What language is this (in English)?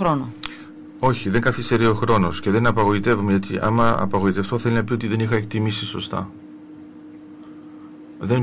Greek